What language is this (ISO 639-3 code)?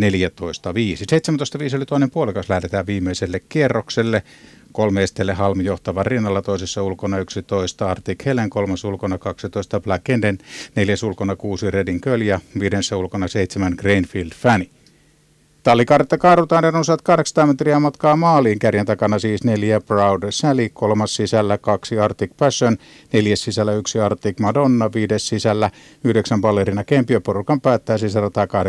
fin